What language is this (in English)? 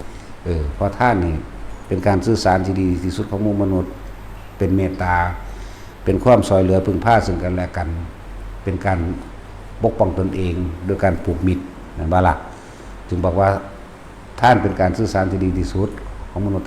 Northeastern Thai